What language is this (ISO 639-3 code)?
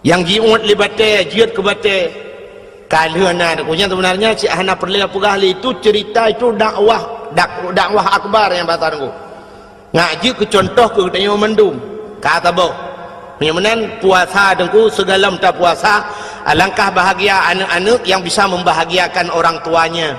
ace